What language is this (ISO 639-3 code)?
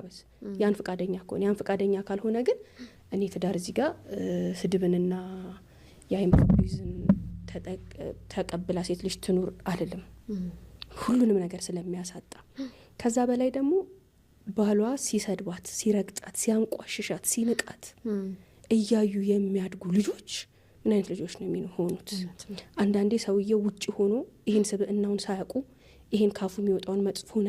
amh